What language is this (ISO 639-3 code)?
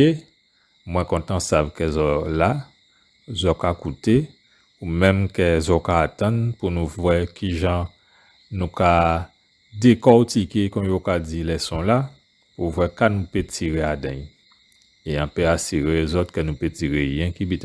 gcf